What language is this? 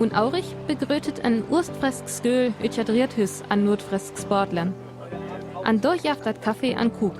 Northern Frisian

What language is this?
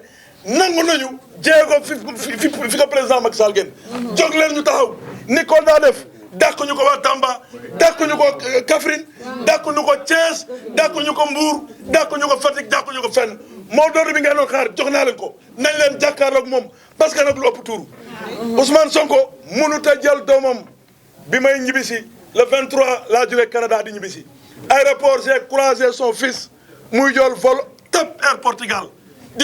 Wolof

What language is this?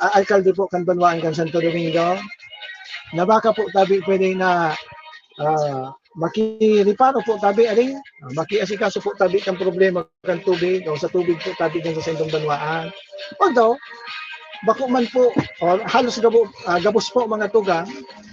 Bikol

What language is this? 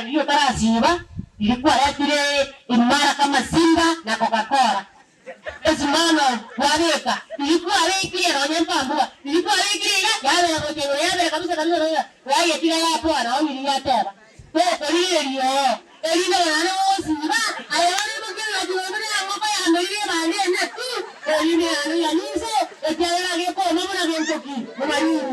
Gusii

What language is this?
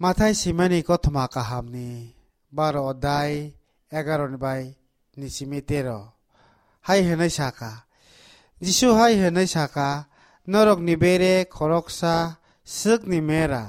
Kok Borok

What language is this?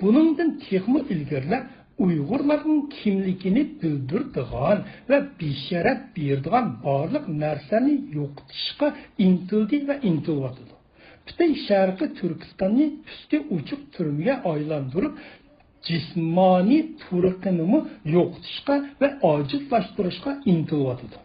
Uyghur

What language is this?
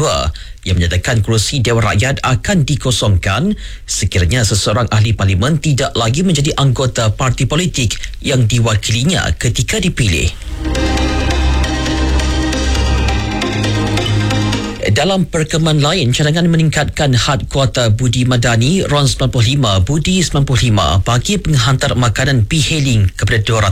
Malay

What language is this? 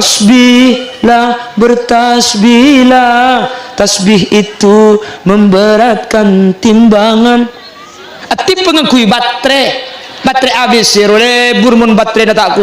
Madurese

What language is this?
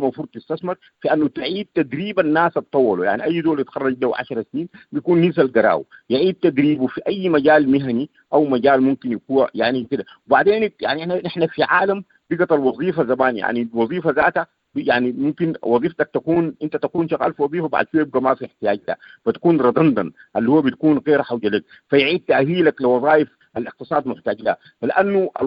Sudanese Arabic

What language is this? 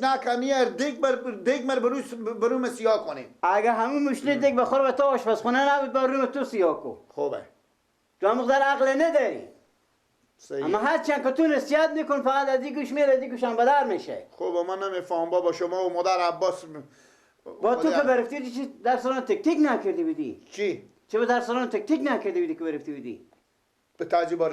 Persian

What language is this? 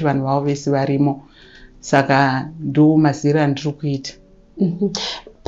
Shona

